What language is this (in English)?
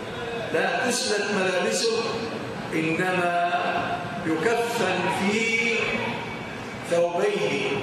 Arabic